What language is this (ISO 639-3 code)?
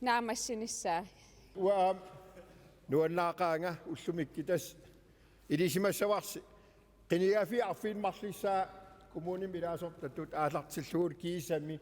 kal